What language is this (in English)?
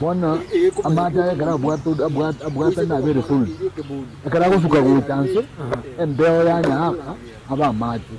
Gusii